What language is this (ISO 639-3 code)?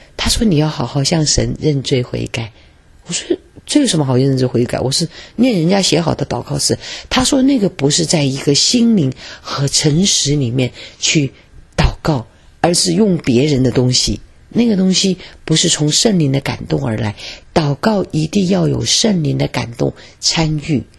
zho